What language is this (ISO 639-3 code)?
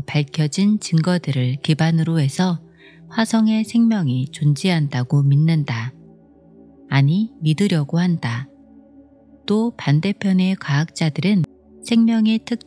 kor